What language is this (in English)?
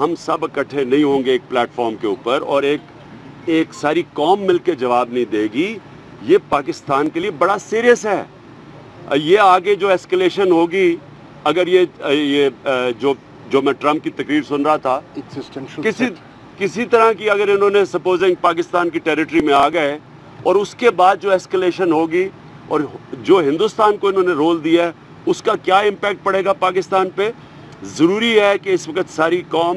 Urdu